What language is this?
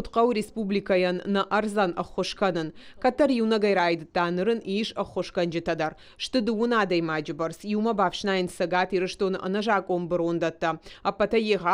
Ossetic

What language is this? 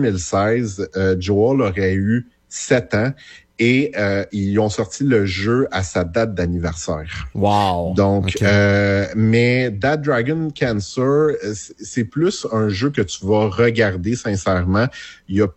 French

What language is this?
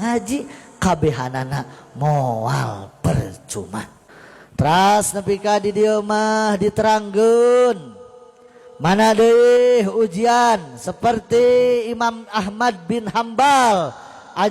Sundanese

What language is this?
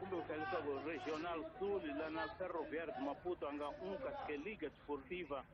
Tsonga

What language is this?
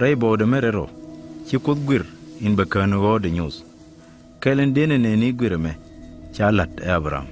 Nuer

